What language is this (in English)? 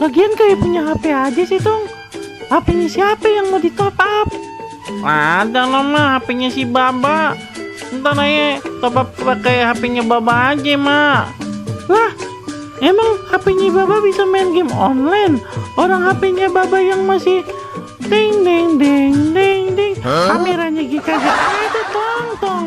Betawi